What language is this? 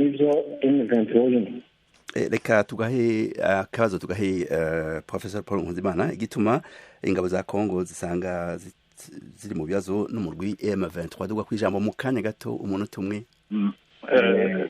Rundi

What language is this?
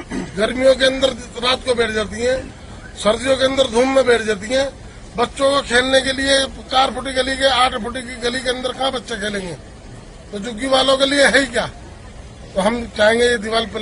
Hindi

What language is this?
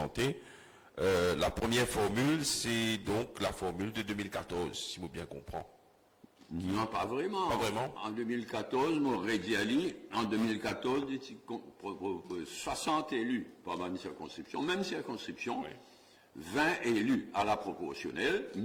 Morisyen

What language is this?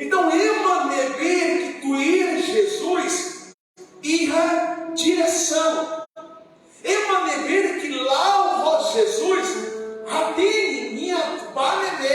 Tetum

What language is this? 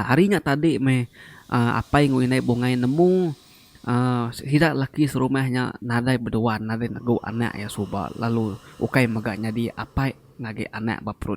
Iban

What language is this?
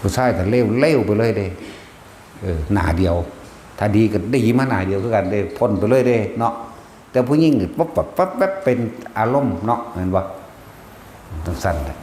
Northeastern Thai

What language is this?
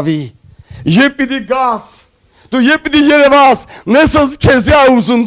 Armenian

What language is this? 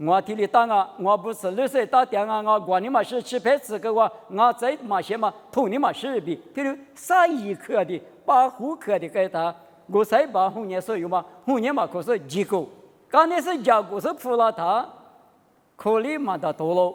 Lisu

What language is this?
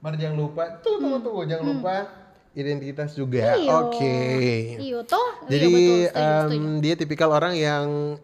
Manado Malay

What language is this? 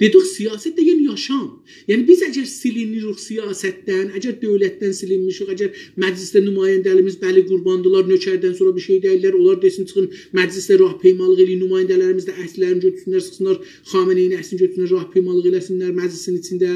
South Azerbaijani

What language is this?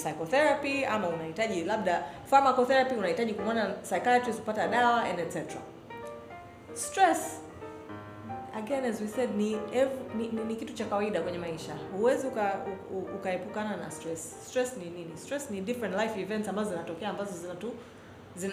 Swahili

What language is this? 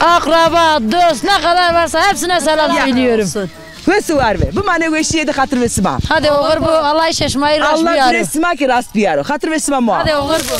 Zaza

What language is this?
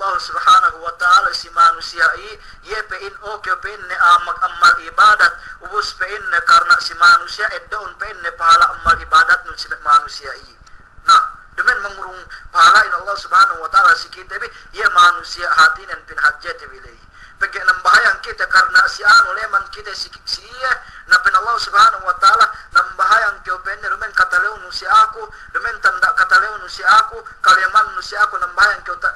Yakan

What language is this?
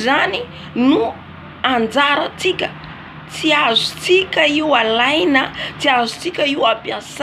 Malagasy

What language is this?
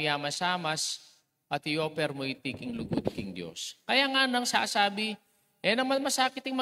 Pampanga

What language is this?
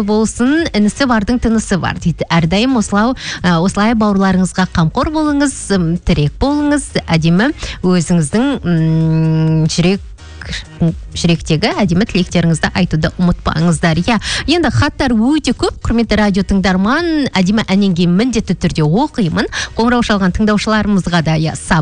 Kazakh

